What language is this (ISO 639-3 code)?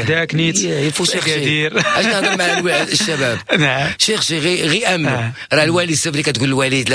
ary